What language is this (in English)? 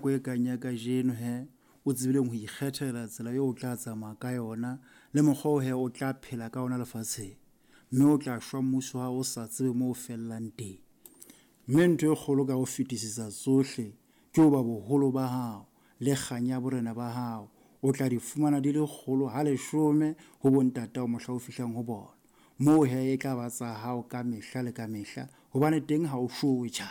Southern Sotho